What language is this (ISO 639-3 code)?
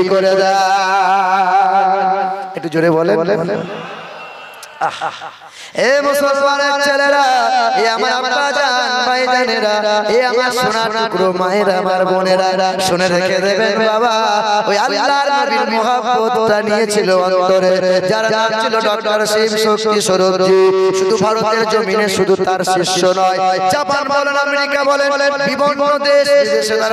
ben